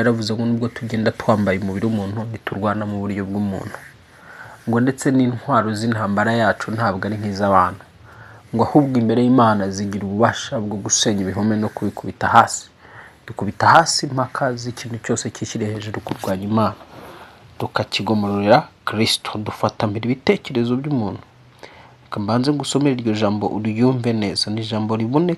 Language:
Kinyarwanda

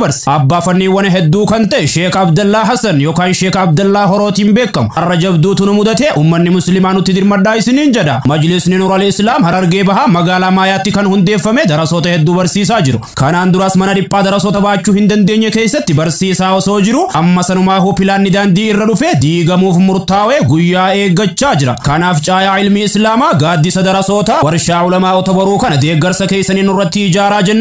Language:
Oromo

